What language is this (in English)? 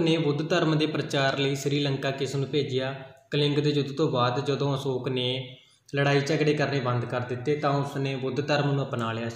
Punjabi